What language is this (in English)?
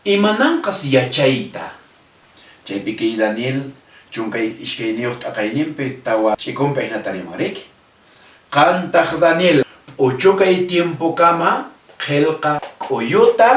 Quechua